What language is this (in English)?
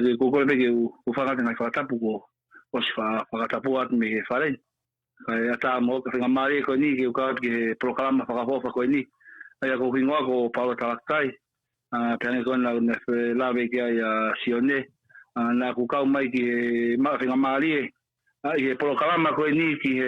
Tongan